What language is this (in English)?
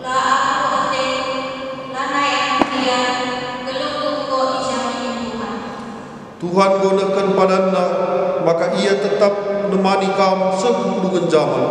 Batak Karo